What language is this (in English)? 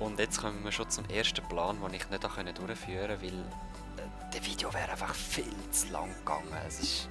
Swiss German